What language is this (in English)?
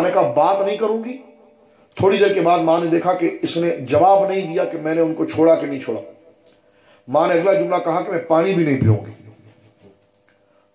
Urdu